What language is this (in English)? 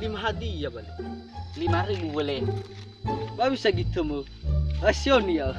Nias